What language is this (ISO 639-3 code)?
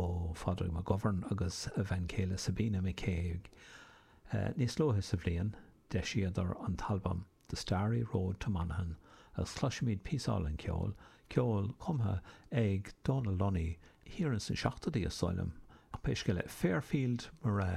gle